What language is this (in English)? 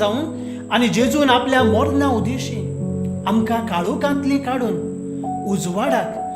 Konkani